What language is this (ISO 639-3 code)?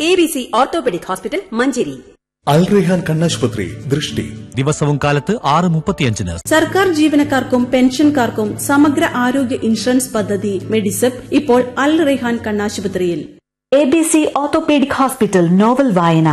mal